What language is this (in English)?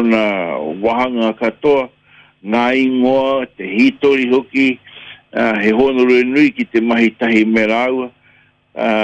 Māori